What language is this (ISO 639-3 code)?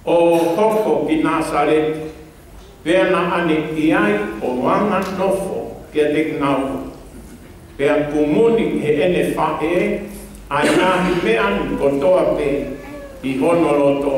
ton